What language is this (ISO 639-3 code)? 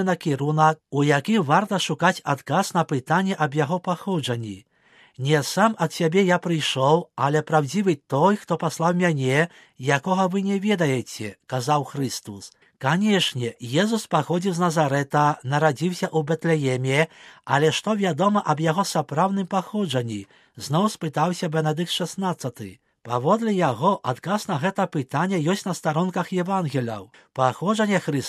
bel